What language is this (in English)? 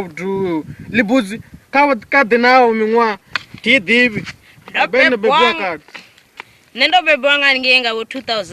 Venda